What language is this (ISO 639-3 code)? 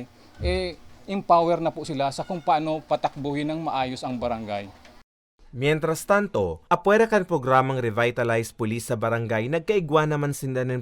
bik